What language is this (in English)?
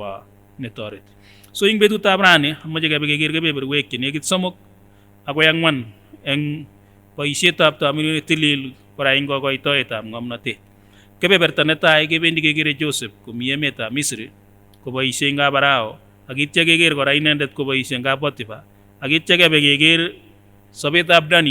Kipsigis